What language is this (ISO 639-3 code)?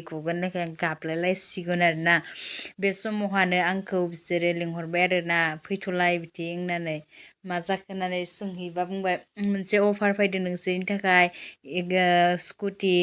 brx